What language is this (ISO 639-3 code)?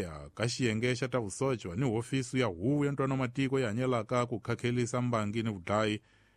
tso